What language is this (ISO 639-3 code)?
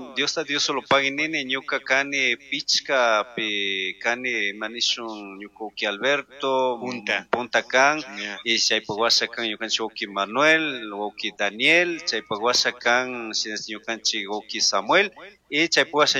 qug